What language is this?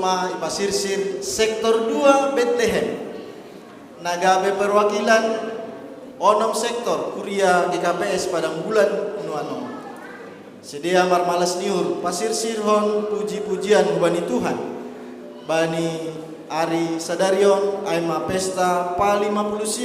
Batak Simalungun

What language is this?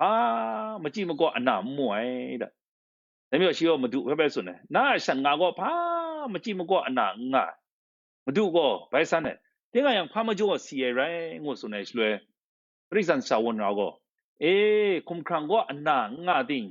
Kachin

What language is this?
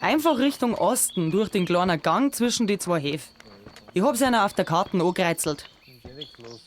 Bavarian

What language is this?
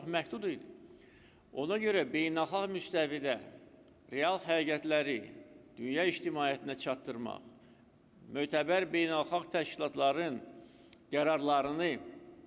Azerbaijani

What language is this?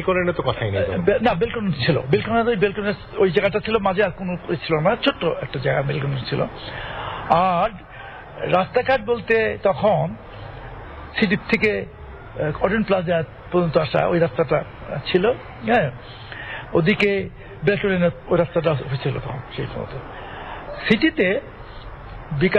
Bangla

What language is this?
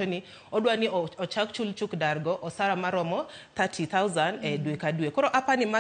Luo (Kenya and Tanzania)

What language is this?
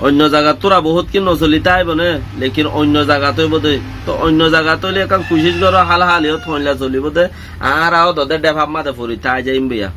Rohingya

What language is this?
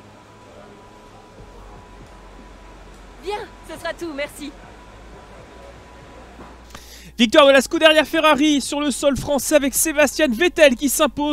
French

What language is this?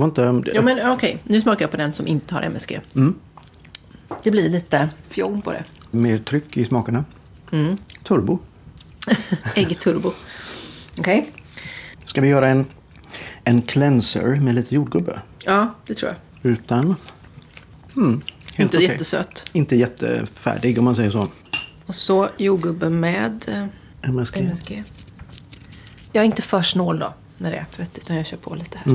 Swedish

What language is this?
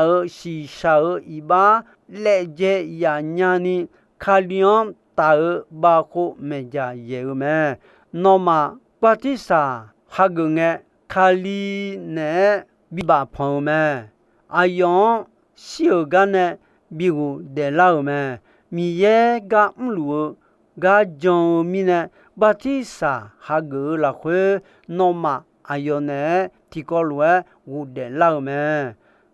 Akha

